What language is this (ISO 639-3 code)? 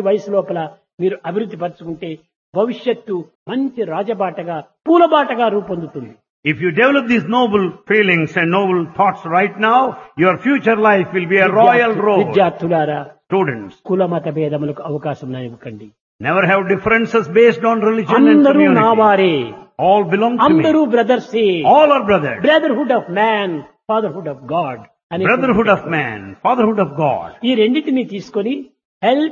tel